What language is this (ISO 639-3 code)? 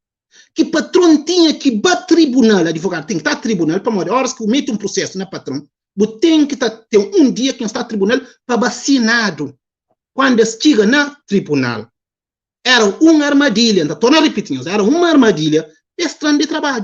kea